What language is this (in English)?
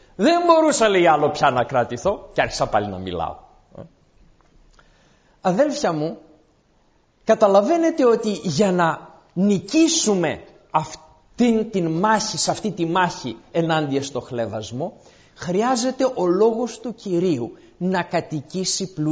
Greek